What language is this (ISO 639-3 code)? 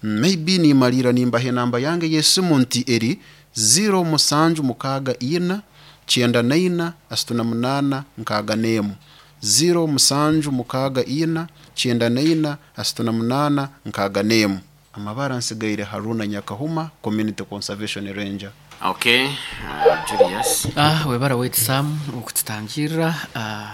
nyo